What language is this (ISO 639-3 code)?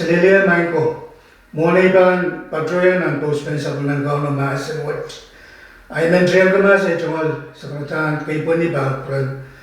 pon